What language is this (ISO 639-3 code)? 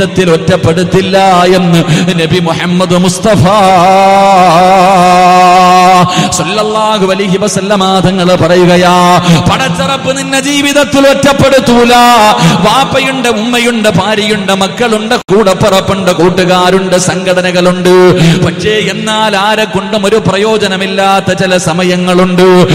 mal